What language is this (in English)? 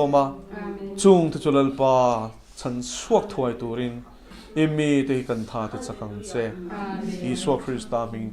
Mizo